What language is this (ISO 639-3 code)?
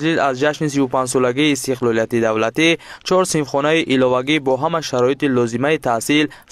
tgk